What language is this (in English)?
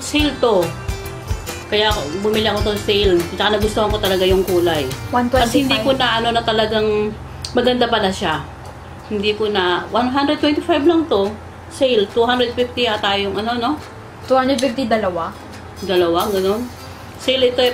Filipino